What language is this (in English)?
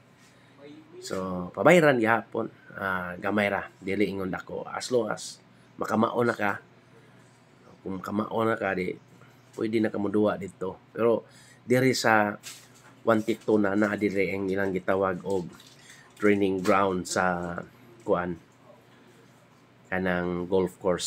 Cebuano